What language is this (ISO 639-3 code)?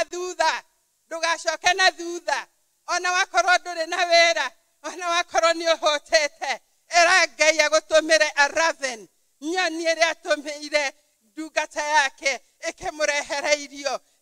kik